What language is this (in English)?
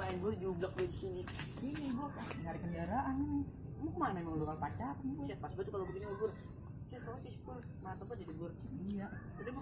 Betawi